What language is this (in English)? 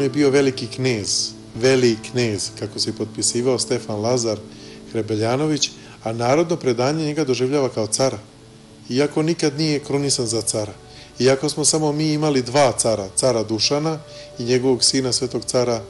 Serbian